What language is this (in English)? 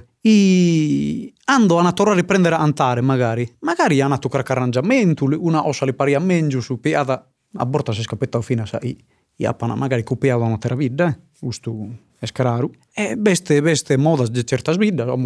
Sardinian